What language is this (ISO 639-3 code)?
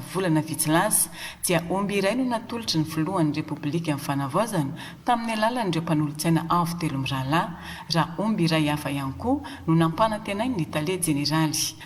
mlg